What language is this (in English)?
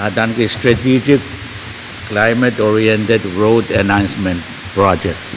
Pohnpeian